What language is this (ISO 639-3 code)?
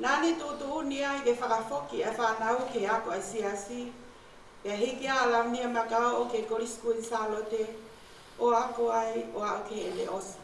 ton